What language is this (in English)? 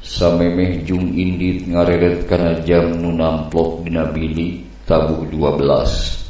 Sundanese